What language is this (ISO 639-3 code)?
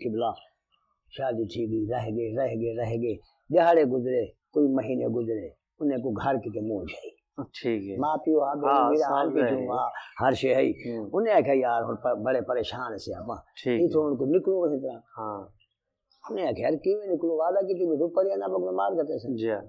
skr